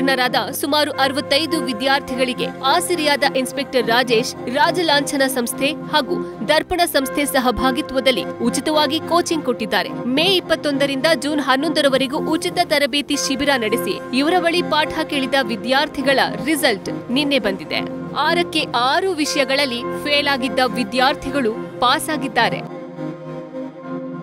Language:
Kannada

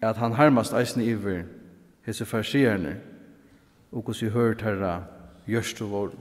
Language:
Faroese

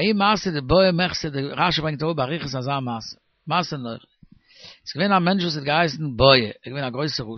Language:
Yiddish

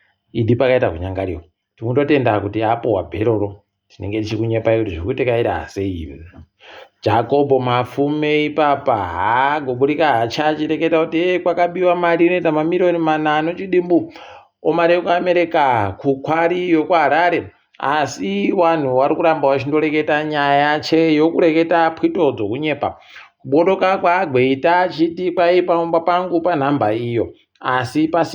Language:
Ndau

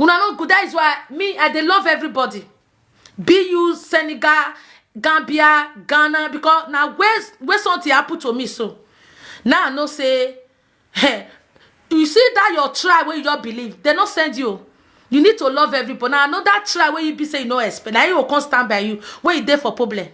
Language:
Nigerian Pidgin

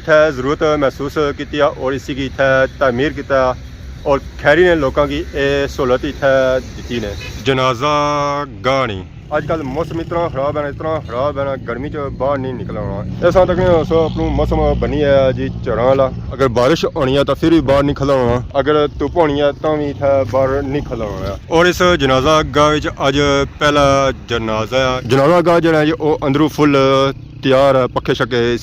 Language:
Pahari-Potwari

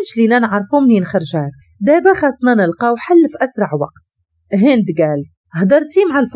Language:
Moroccan Arabic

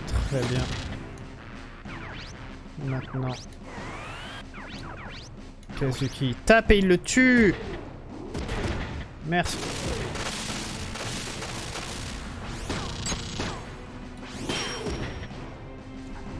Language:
French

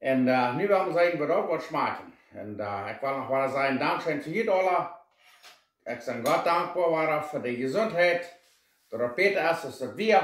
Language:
Plautdietsch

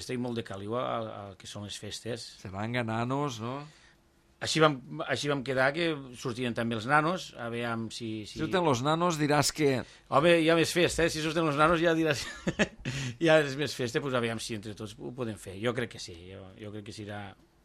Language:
Catalan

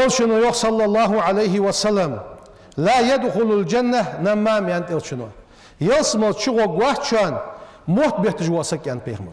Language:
Ingush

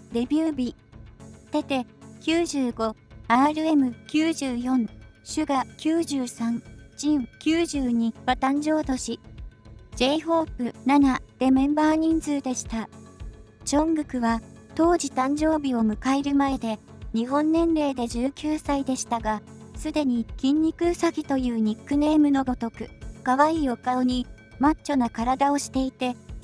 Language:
Japanese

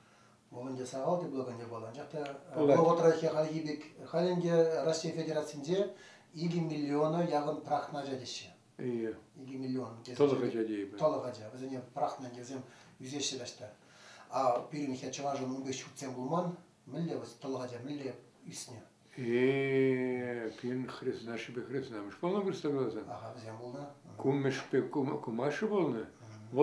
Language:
Chuvash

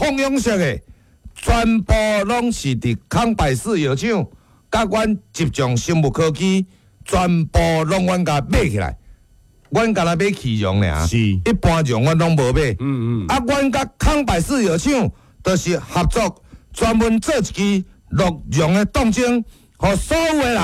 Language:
Min Nan Chinese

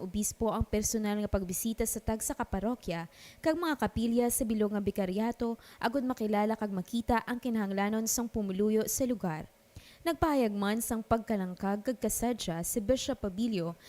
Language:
Hiligaynon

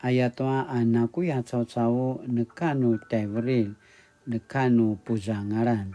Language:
Paiwan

